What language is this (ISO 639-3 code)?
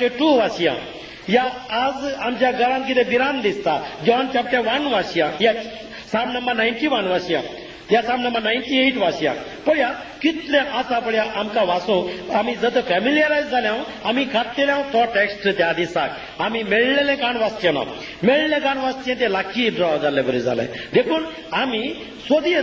kok